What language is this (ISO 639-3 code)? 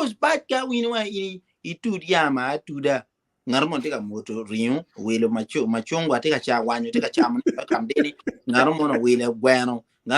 ach